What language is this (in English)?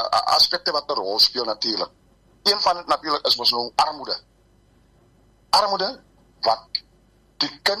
Afrikaans